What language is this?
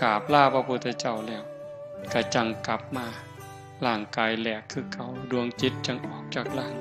Northeastern Thai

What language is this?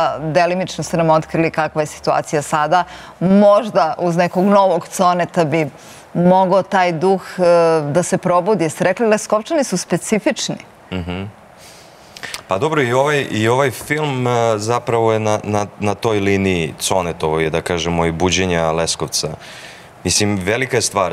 Serbian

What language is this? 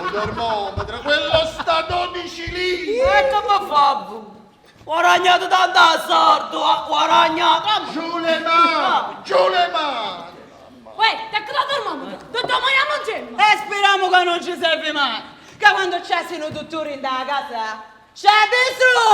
Neapolitan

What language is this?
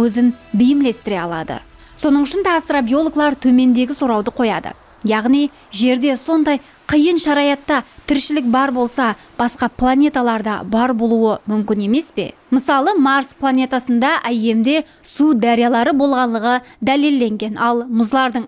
Kara-Kalpak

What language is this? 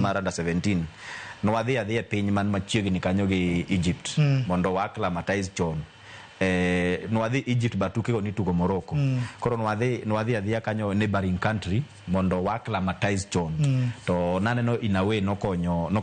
Luo (Kenya and Tanzania)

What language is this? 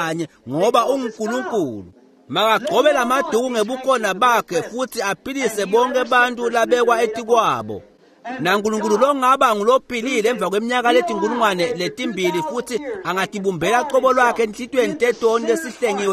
Swati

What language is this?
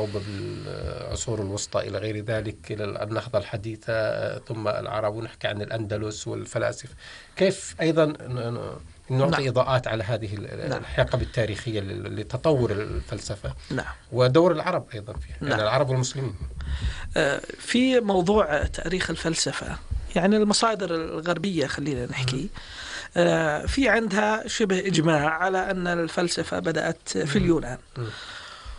North Levantine Arabic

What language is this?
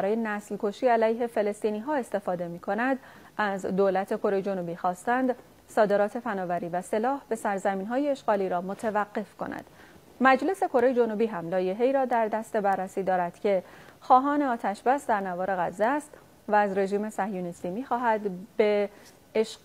Persian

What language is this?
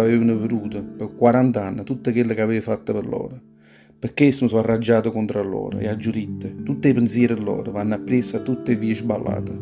Neapolitan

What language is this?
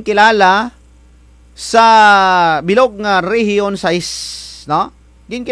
Kinaray-a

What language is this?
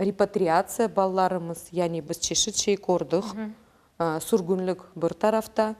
Crimean Tatar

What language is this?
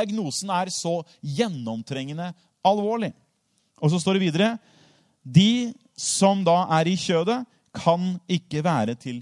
Norwegian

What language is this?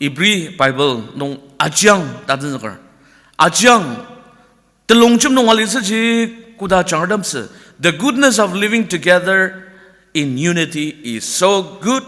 Ao Naga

